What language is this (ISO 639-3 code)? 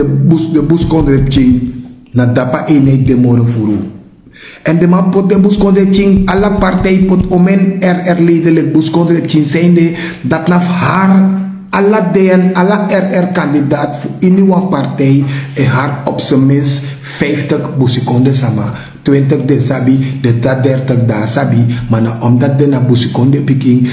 srn